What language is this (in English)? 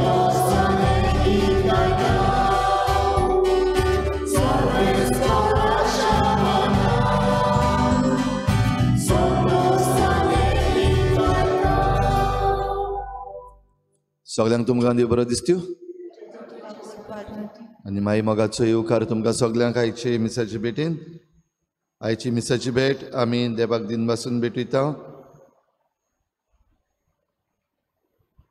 Konkani